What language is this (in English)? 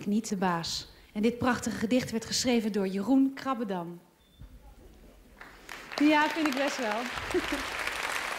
Dutch